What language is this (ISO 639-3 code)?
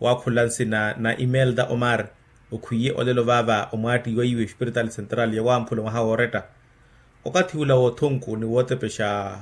vmw